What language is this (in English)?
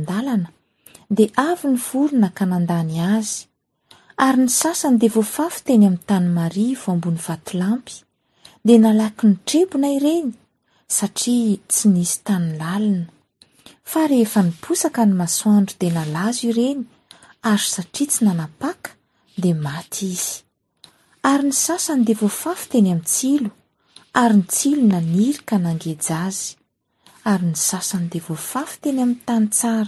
Malagasy